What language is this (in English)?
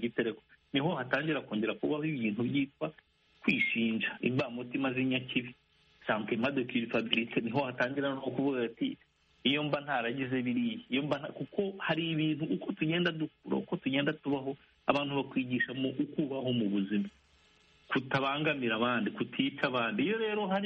Kinyarwanda